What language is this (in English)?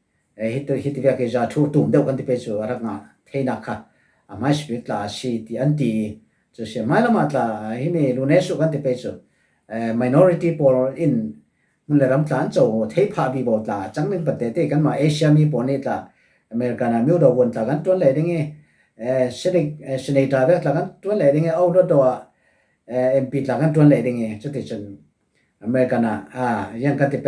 Falam Chin